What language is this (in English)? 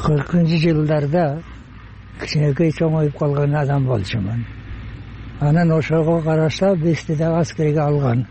Kyrgyz